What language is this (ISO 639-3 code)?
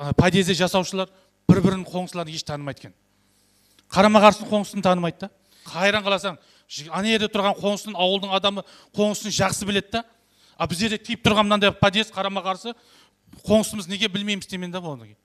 kaa